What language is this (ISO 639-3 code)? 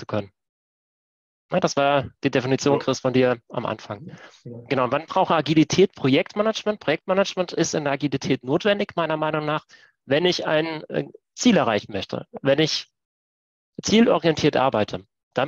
deu